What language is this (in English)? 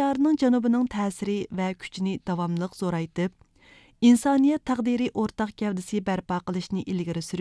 Uyghur